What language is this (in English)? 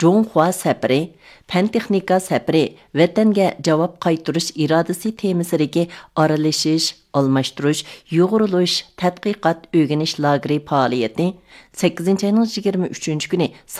Uyghur